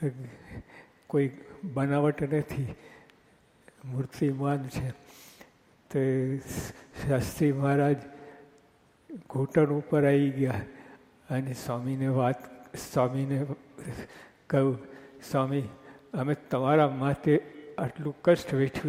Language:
Gujarati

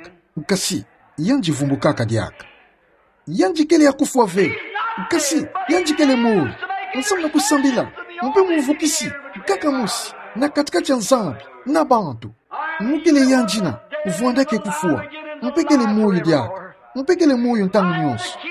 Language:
Kituba (Democratic Republic of Congo)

